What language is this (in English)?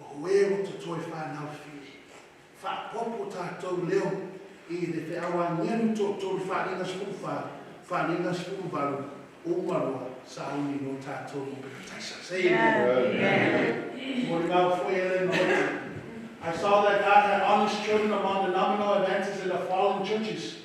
Samoan